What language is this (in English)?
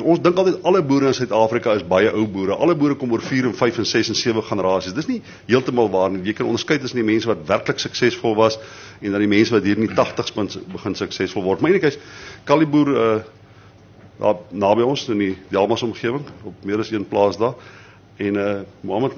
Afrikaans